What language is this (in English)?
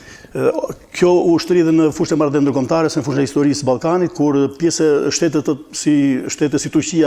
Albanian